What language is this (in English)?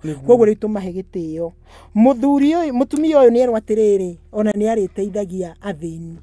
Kikuyu